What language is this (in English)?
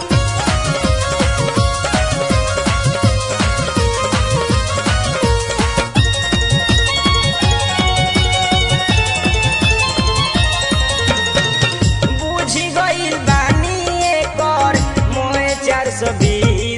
Bhojpuri